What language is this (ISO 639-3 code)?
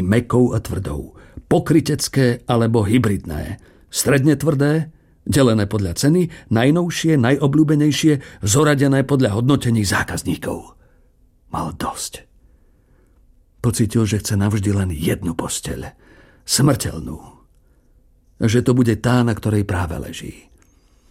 slk